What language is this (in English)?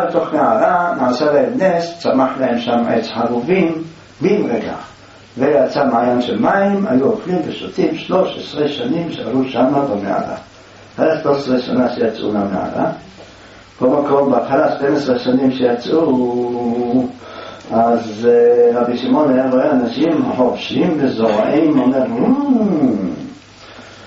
Hebrew